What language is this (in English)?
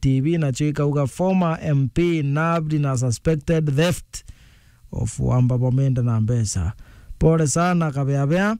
Meru